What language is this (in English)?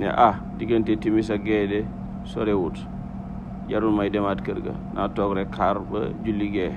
Wolof